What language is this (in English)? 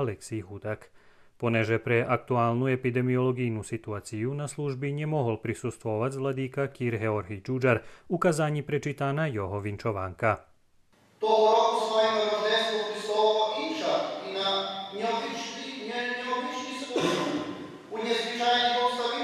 Rusyn